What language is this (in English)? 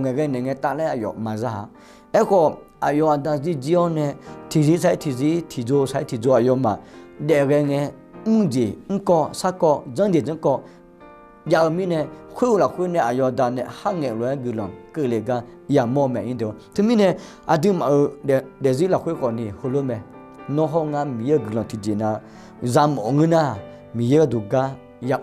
Akha